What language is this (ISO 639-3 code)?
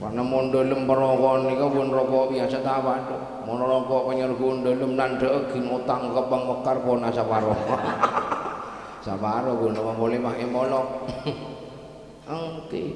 mad